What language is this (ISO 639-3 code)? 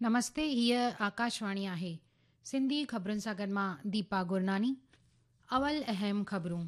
snd